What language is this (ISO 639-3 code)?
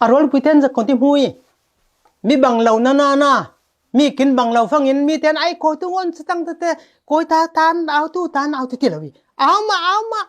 cfm